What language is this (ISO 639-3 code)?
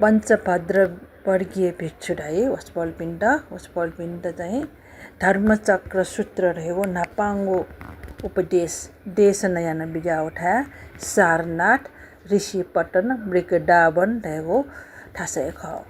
new